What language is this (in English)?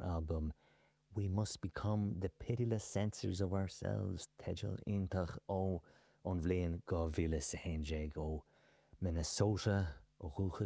Irish